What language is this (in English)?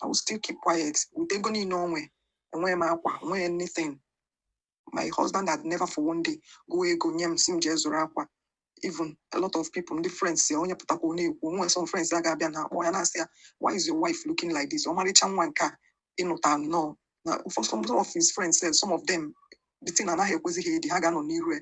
Igbo